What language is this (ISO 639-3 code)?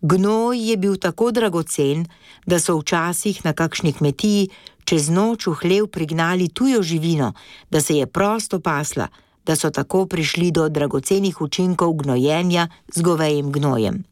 slv